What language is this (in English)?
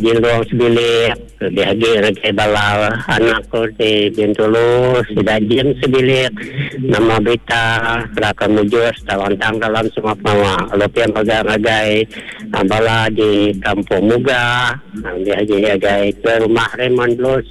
Iban